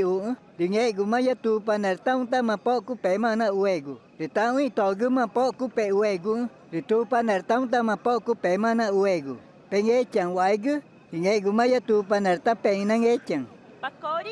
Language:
Ticuna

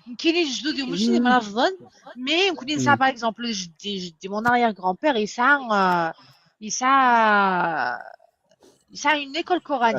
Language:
Kabyle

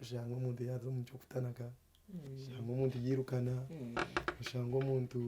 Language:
Nyankole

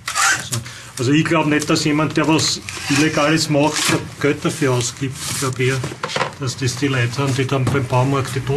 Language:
German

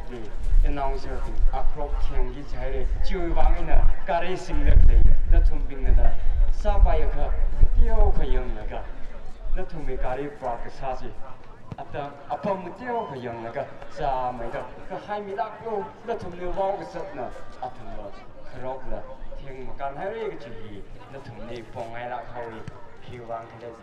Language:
Tangkhul Naga (India)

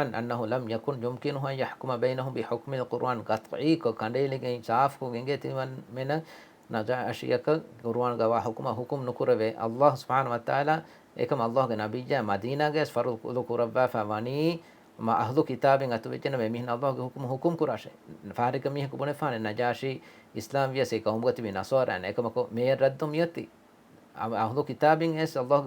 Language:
Divehi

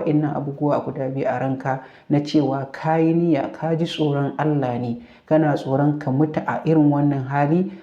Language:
Hausa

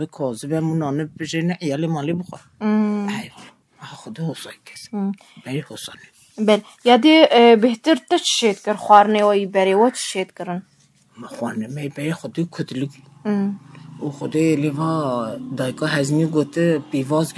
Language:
Kurdish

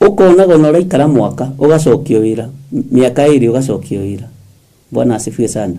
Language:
Kikuyu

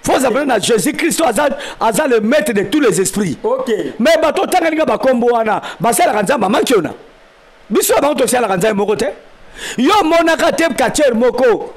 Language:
Lingala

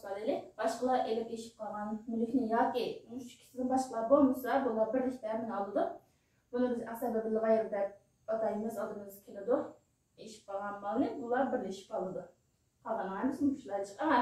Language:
Uyghur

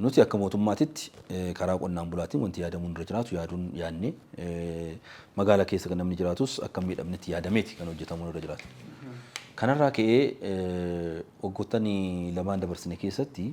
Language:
Oromo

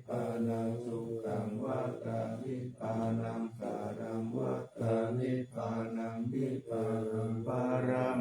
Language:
Pali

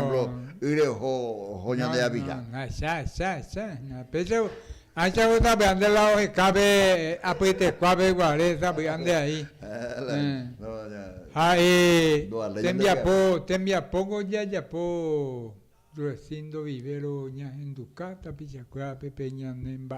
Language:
Guarani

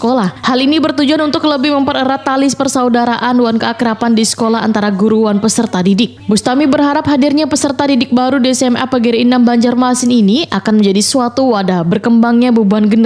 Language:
Banjar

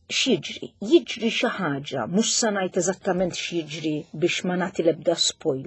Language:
Maltese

